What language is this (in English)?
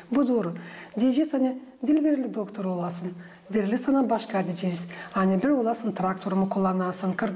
Gagauz